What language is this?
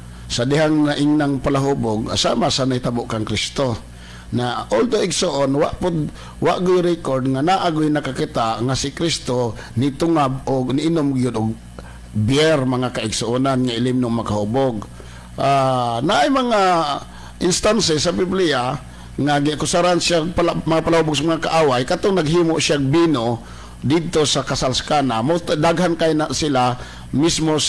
Cebuano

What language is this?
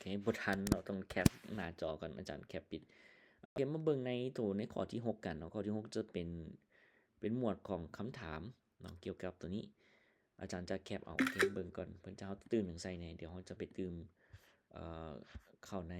Lao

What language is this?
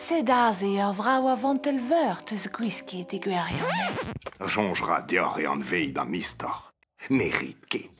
Breton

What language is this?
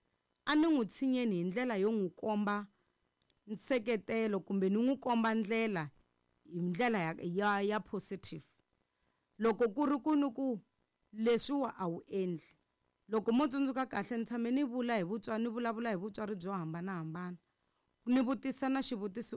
Tsonga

